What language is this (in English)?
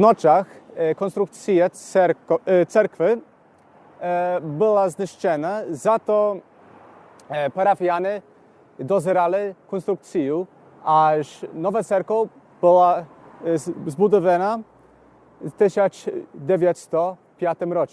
Rusyn